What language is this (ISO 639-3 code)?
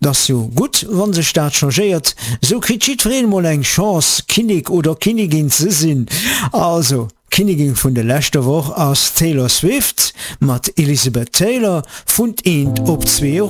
ltz